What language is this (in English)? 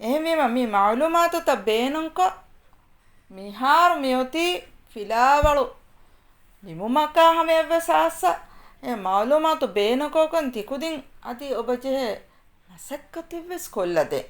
Divehi